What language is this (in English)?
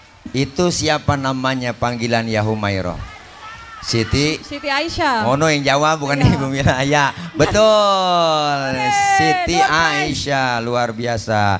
Betawi